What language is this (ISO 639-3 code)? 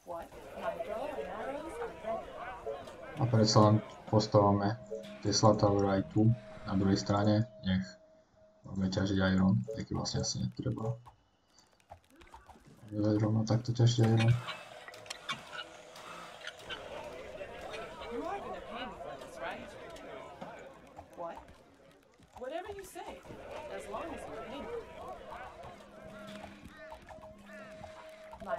slk